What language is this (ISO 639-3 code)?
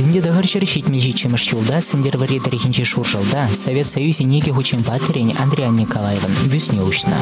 chv